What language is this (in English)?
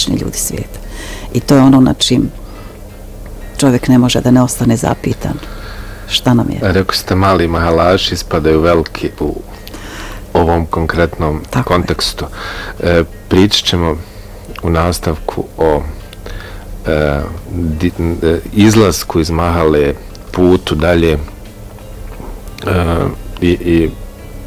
Bosnian